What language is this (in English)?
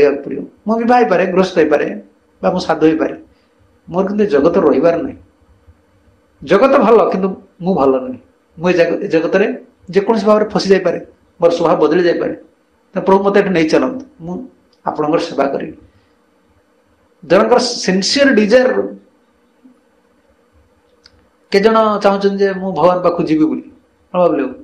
Odia